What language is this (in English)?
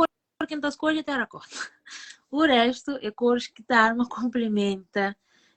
Kabuverdianu